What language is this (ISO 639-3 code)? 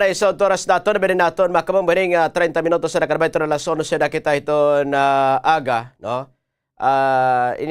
war